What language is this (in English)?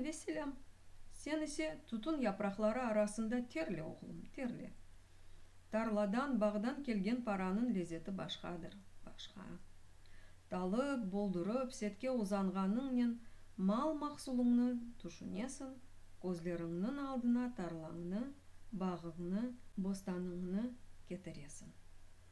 Crimean Tatar